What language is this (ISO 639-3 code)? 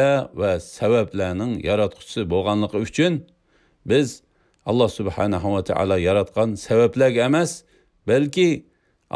uig